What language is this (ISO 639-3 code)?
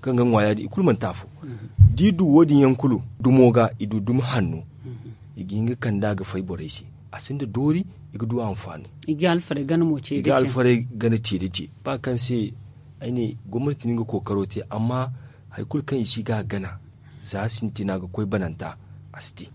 dje